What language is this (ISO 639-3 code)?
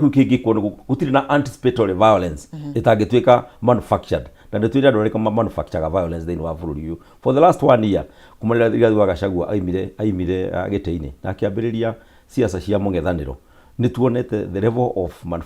kik